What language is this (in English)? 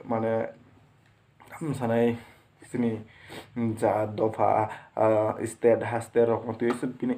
Kok Borok